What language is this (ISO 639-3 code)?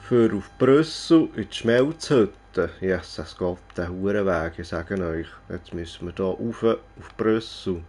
gsw